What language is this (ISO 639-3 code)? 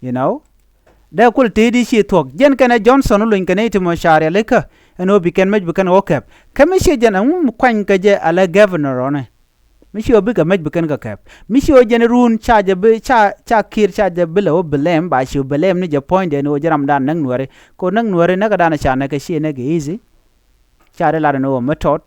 nus